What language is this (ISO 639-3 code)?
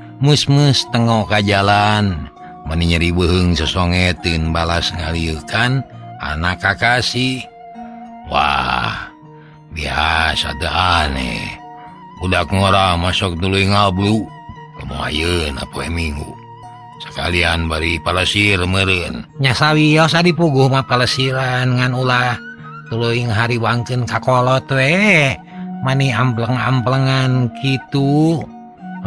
sun